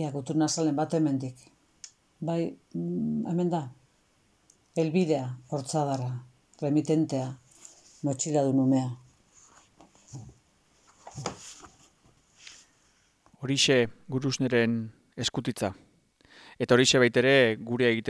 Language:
Basque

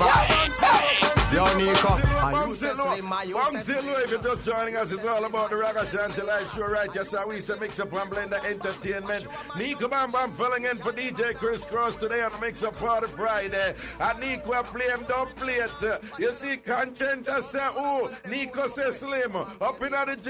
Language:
Jamaican Creole English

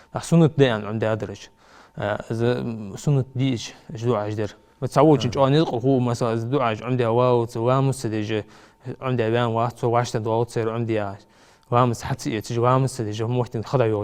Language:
Ingush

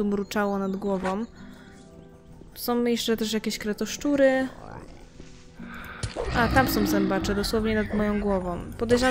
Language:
Polish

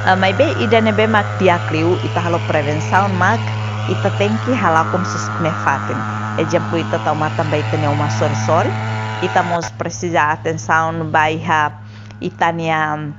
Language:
Tetum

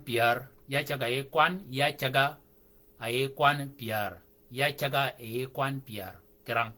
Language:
Shilluk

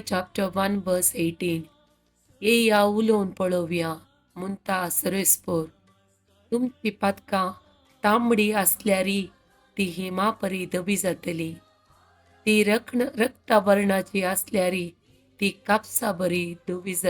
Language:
Konkani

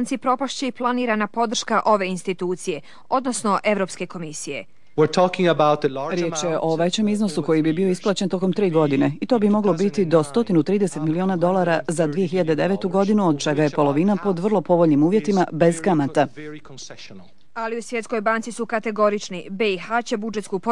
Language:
Bosnian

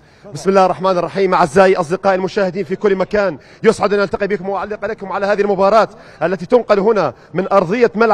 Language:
Mesopotamian Arabic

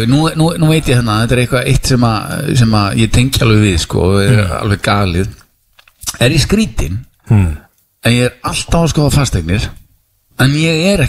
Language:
Icelandic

